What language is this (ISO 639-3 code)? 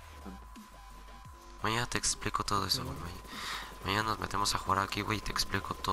spa